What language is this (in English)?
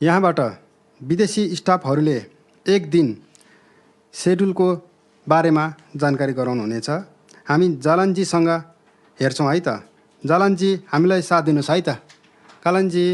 Nepali